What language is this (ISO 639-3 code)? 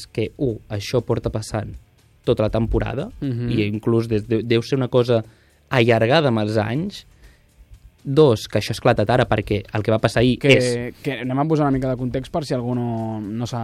cat